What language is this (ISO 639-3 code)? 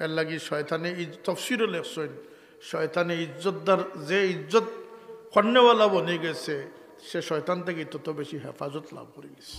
syl